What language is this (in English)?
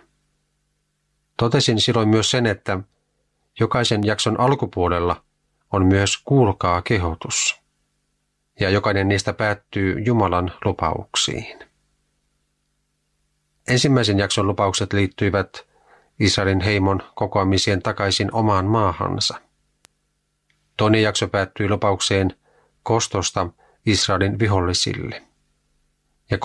Finnish